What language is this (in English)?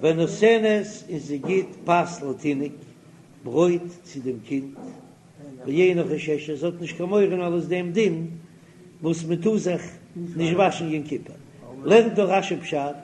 Yiddish